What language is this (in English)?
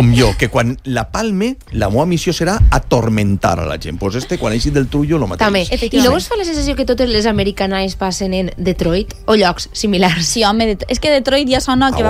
Catalan